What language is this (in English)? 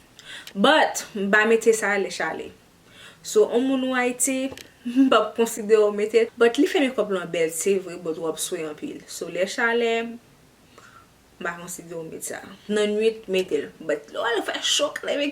Haitian Creole